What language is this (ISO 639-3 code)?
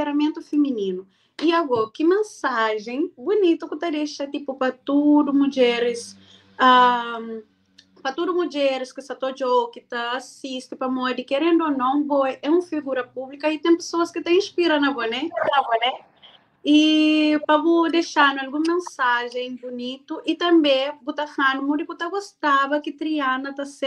kea